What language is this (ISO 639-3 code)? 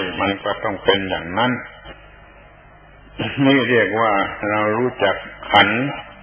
tha